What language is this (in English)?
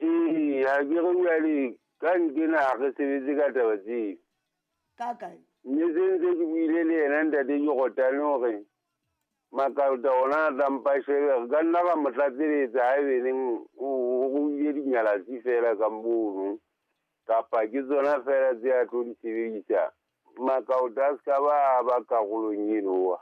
Southern Sotho